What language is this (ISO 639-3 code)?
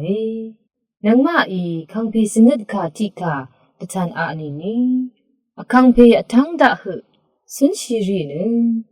raw